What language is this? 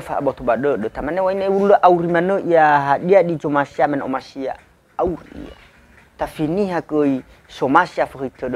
Nias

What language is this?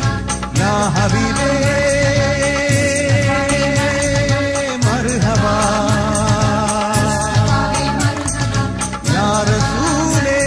Malayalam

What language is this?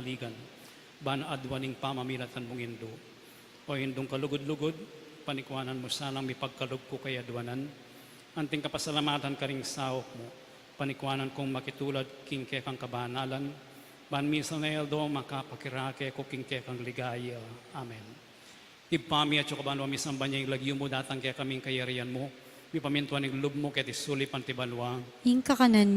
Pampanga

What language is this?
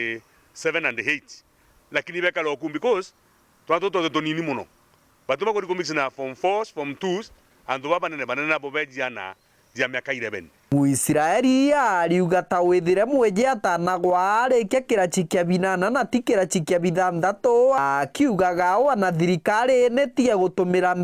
Meru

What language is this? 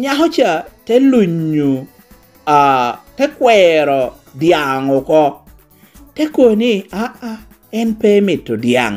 Lango (Uganda)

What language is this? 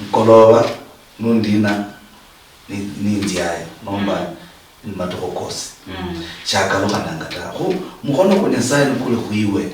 Luyia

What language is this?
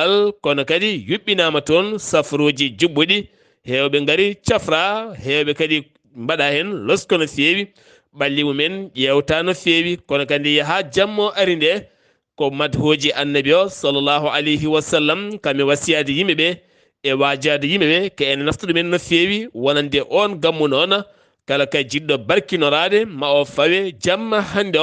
Fula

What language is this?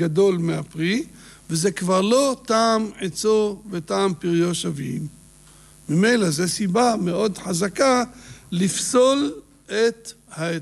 Hebrew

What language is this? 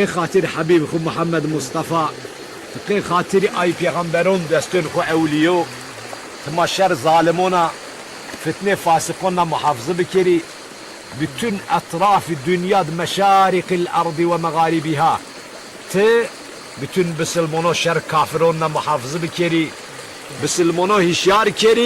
Zaza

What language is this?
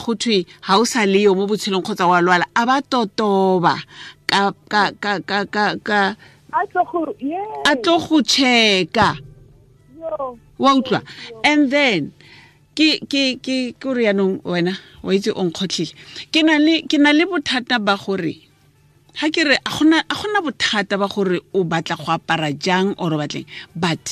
Tswana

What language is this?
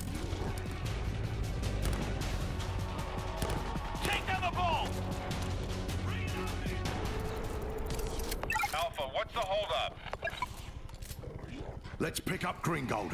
English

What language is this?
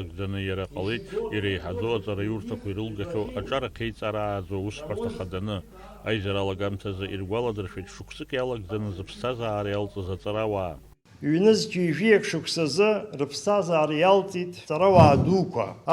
Abkhazian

